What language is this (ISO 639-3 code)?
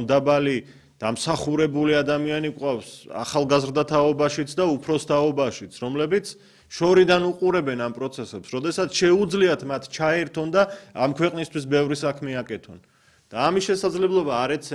kat